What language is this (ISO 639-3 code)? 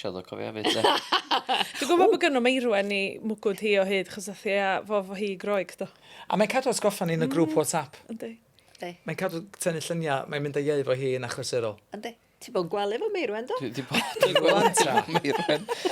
cym